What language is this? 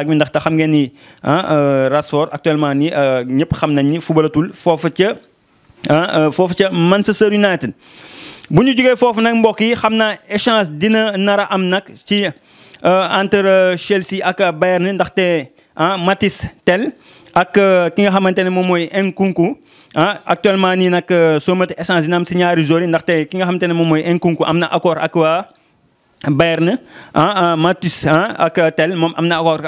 Wolof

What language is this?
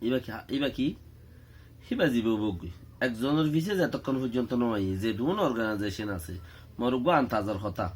Rohingya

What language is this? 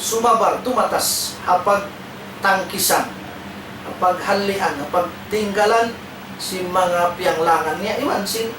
Tausug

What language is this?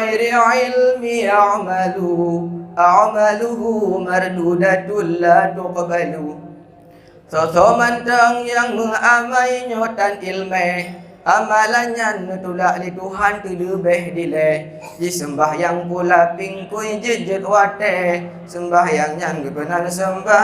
Achinese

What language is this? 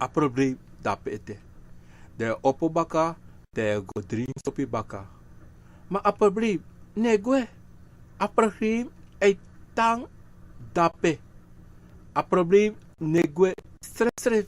Sranan Tongo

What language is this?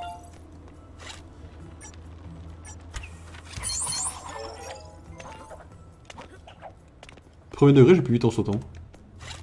French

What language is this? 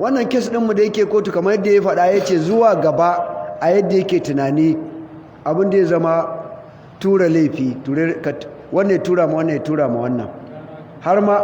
Hausa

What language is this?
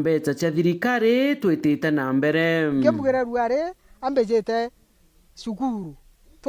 Meru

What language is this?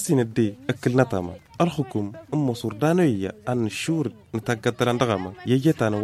Tamasheq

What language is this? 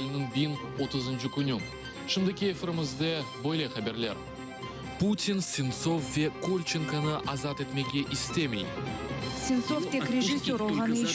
Crimean Tatar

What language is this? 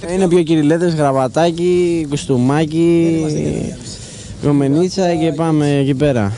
Greek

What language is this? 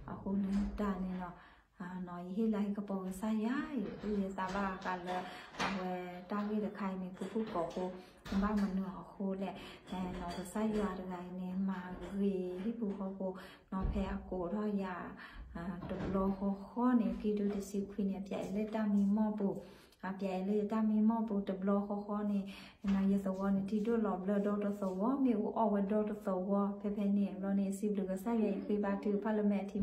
S'gaw Karen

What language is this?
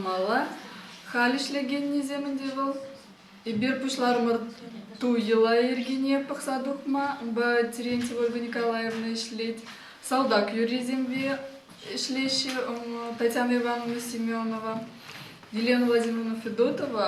Chuvash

